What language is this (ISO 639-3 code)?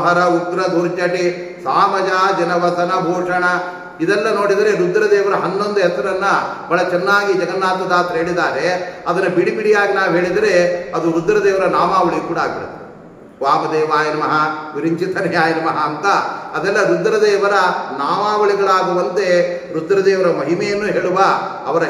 kan